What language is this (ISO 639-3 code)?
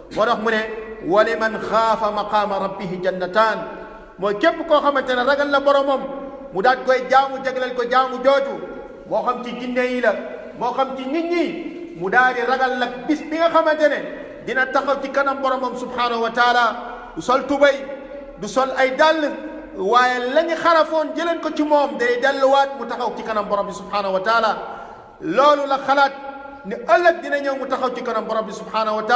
wol